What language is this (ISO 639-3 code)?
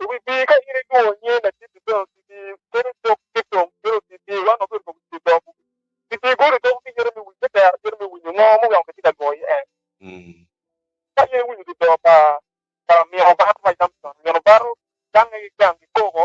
ach